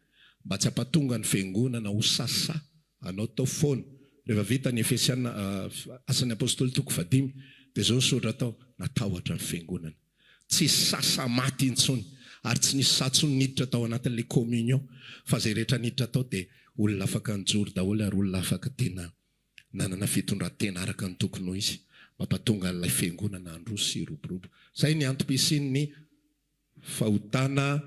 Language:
Malagasy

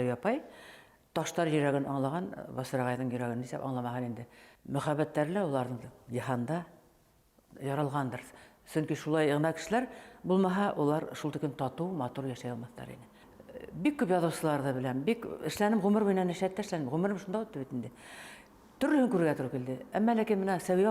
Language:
Bashkir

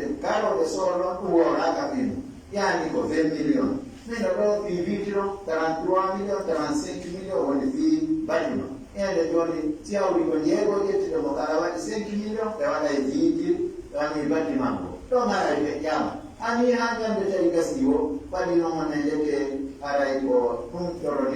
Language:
Pular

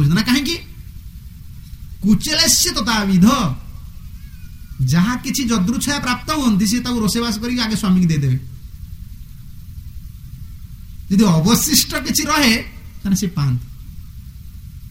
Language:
Odia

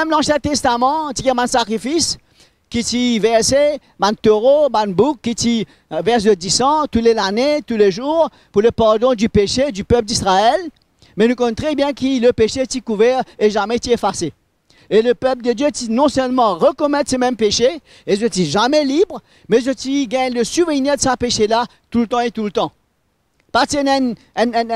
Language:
Morisyen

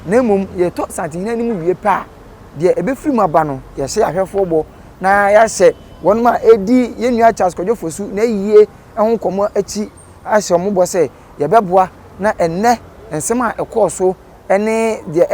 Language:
Akan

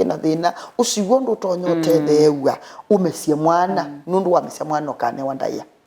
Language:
Kamba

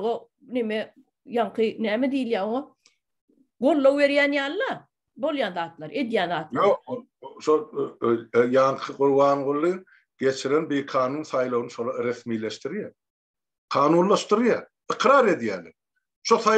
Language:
Turkmen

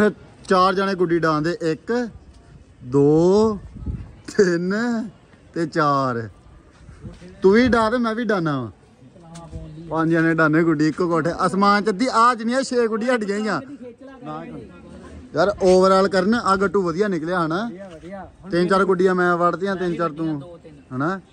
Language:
Punjabi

